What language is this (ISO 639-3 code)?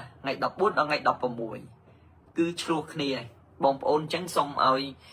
khm